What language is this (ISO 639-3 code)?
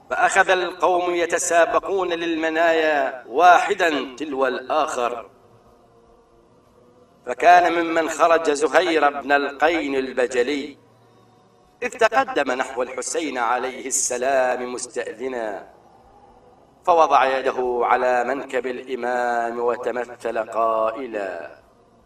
ara